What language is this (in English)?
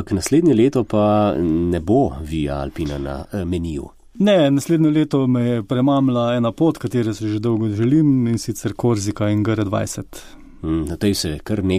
Slovenian